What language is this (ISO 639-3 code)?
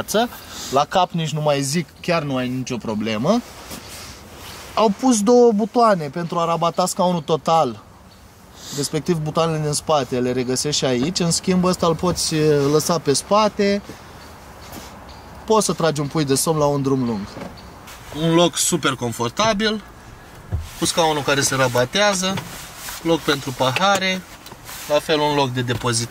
ron